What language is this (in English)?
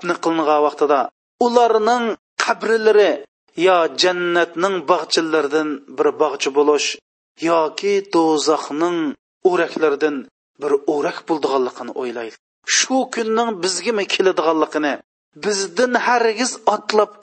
Uyghur